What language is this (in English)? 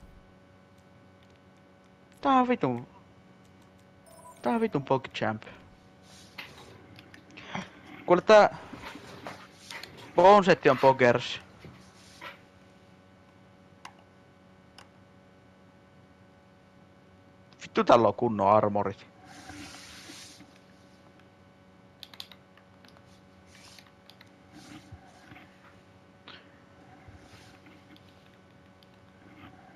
Finnish